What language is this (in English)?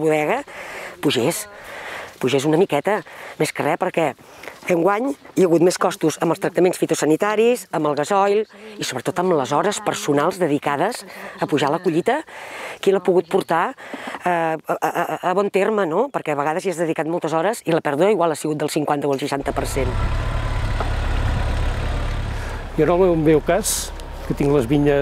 Catalan